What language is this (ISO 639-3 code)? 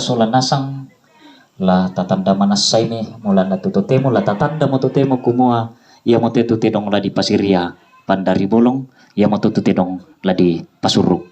sda